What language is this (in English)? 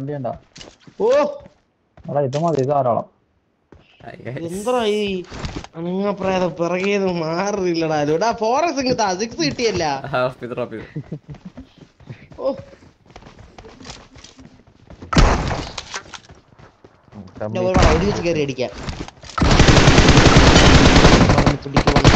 Malayalam